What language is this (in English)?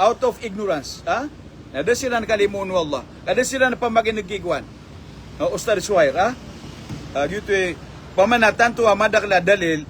Maranao